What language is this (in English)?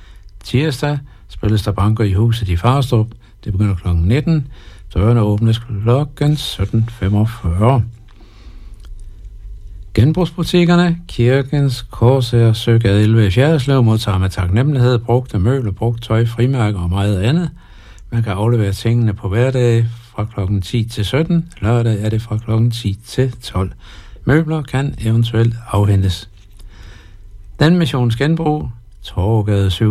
Danish